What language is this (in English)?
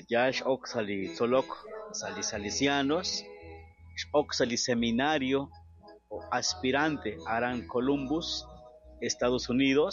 Kekchí